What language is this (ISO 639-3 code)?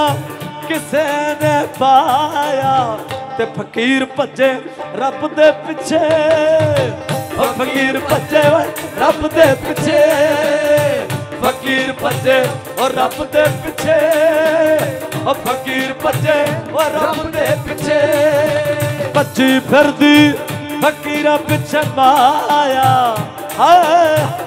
pan